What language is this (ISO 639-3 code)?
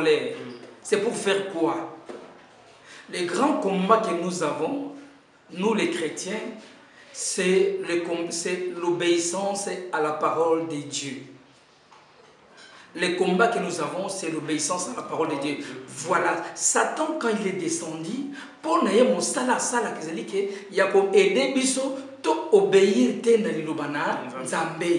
fra